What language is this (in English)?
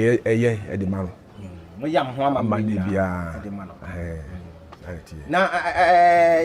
Akan